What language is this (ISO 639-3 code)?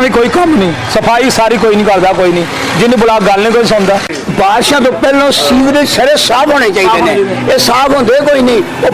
urd